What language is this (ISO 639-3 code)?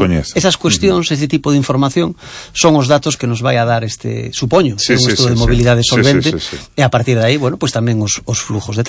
glg